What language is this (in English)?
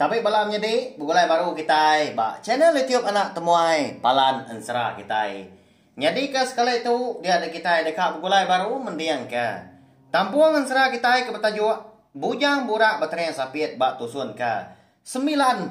Iban